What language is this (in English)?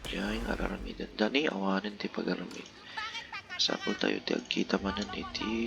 Iloko